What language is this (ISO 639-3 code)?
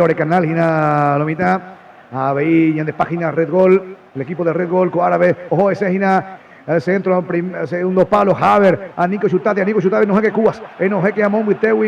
grn